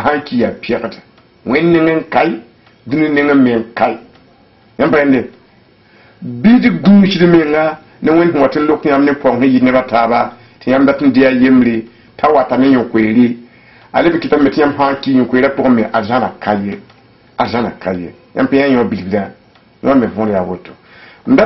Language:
Mossi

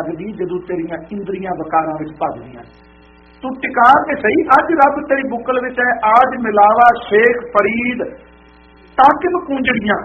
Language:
Punjabi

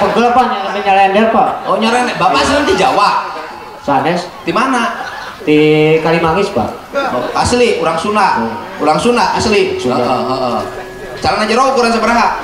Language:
Sundanese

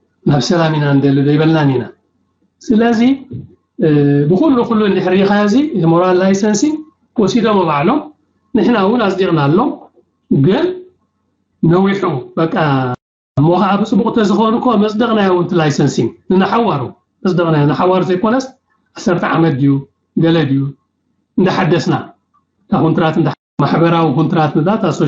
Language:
Tigrinya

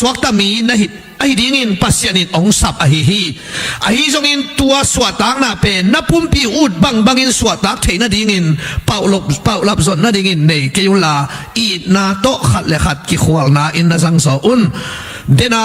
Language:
Tedim Chin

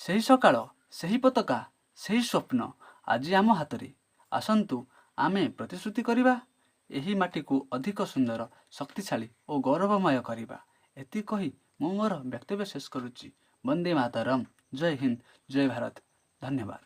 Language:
Odia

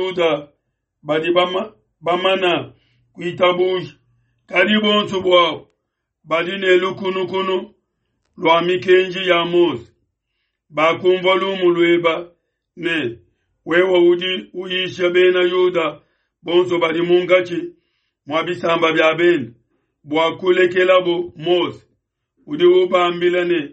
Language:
Luba-Lulua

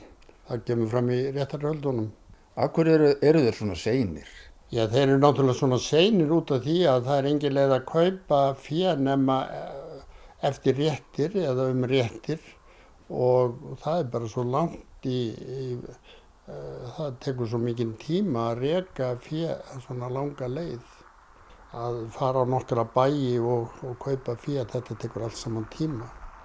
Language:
Icelandic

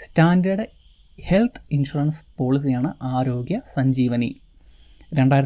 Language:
Malayalam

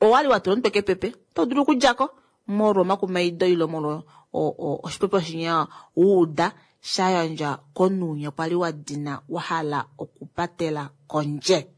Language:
Kuanyama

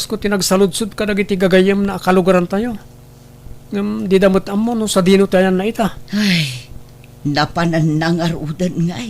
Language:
Iloko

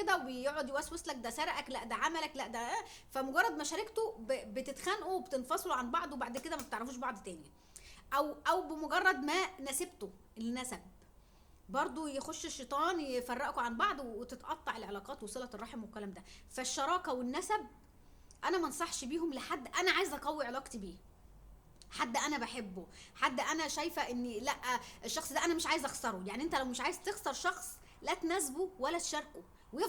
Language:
Egyptian Arabic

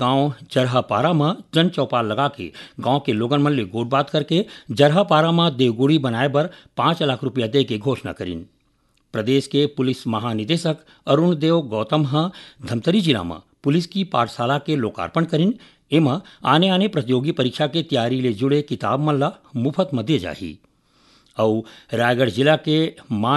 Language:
Chhattisgarhi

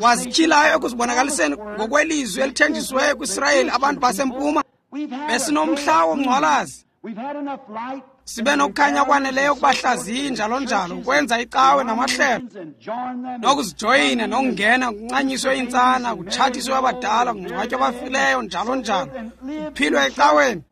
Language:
Xhosa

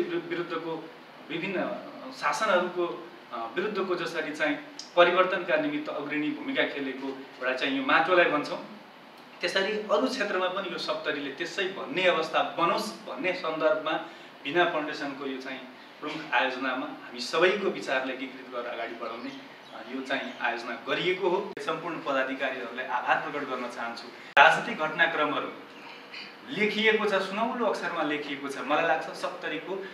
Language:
Nepali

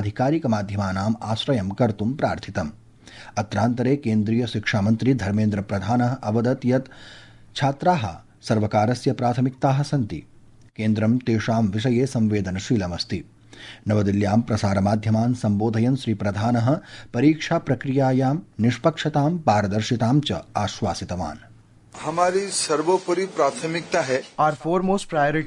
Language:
Sanskrit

